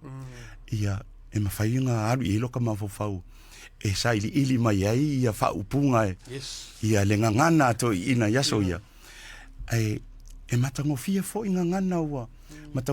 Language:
Samoan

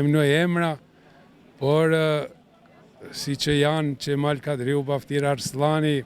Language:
Albanian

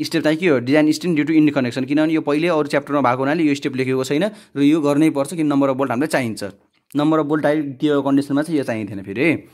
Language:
Nepali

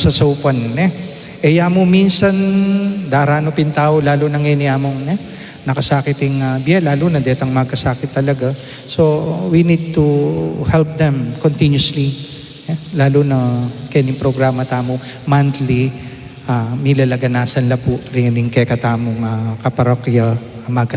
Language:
Pampanga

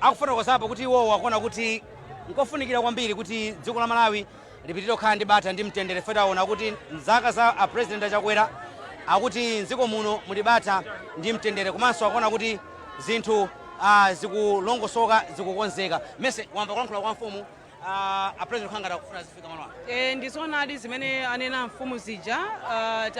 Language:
Nyanja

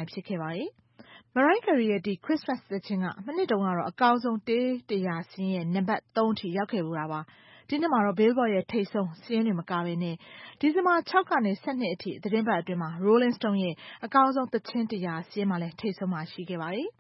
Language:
Burmese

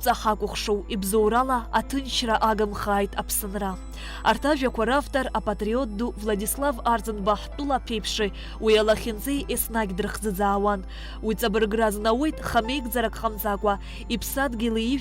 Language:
Abkhazian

